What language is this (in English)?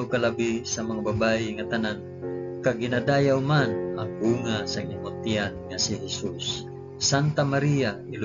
Hiligaynon